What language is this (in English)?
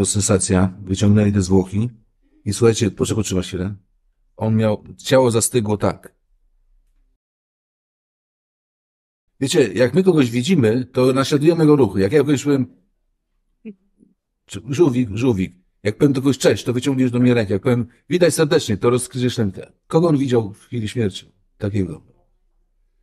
Polish